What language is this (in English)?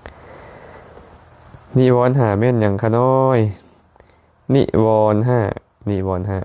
Lao